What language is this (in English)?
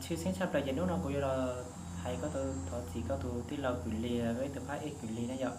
Hmong